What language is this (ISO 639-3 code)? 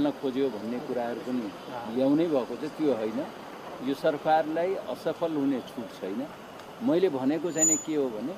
nep